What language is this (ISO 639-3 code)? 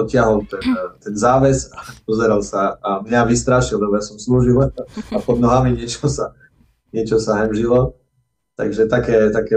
slk